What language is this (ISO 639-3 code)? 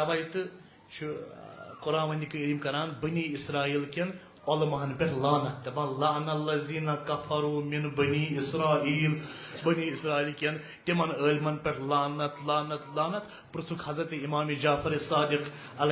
kas